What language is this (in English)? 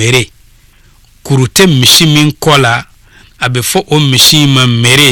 Bambara